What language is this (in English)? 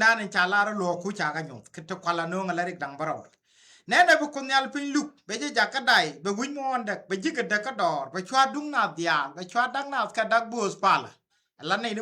Nuer